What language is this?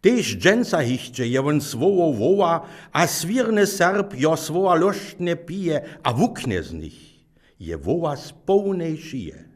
Upper Sorbian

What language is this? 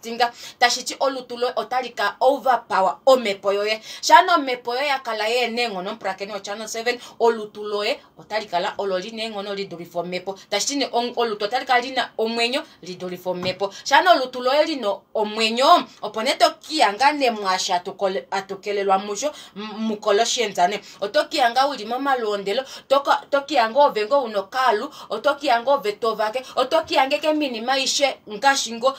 Kuanyama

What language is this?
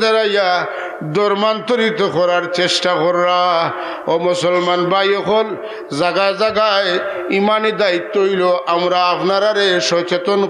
Sylheti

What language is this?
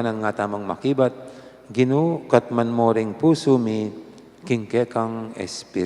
Pampanga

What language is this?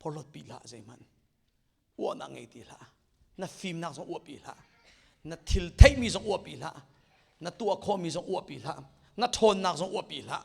Hakha Chin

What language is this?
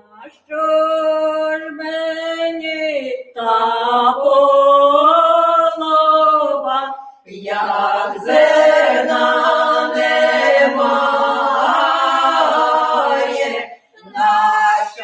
Ukrainian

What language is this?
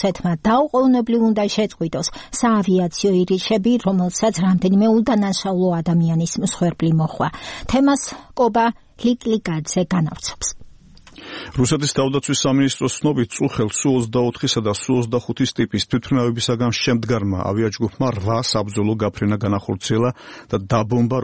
Georgian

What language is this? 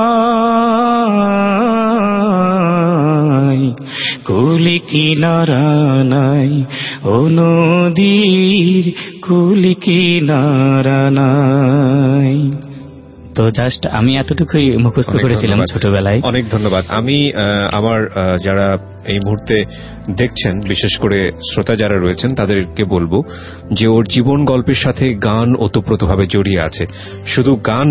Bangla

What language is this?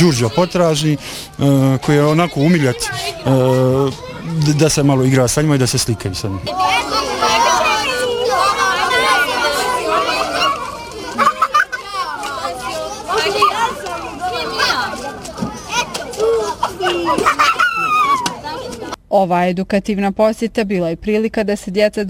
Bosnian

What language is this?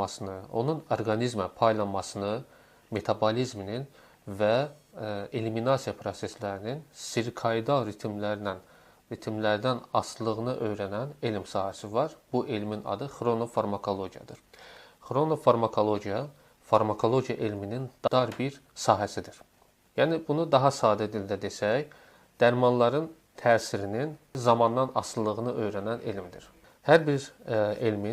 Azerbaijani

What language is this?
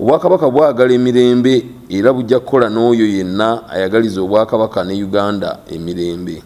Ganda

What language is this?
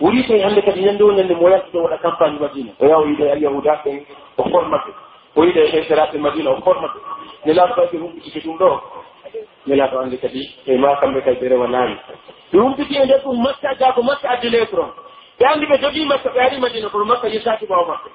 Pular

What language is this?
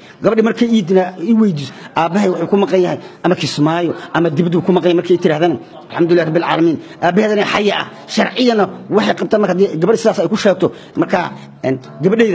Somali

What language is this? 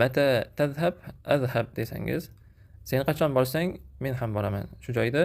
Uzbek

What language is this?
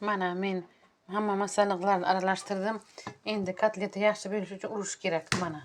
Uzbek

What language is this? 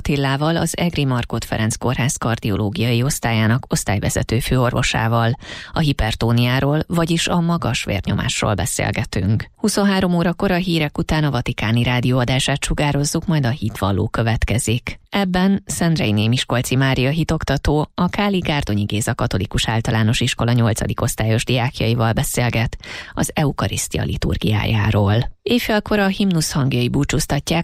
Hungarian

